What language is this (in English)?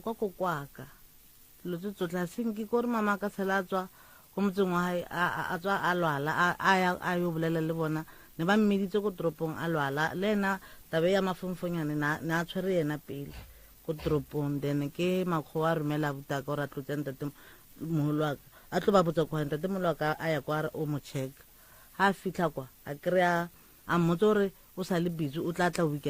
Northern Sotho